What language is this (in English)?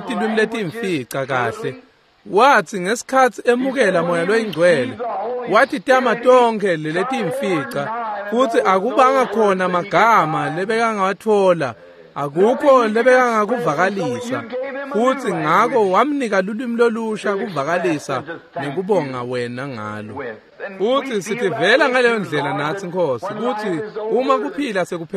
Swati